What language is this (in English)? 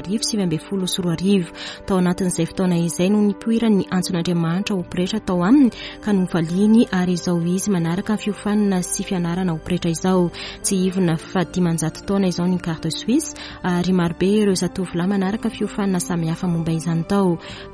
Malagasy